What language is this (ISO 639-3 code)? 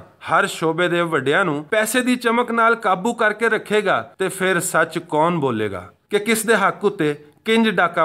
lah